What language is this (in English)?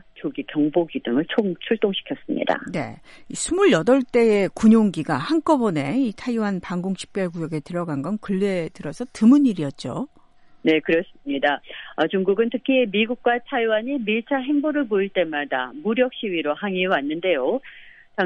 Korean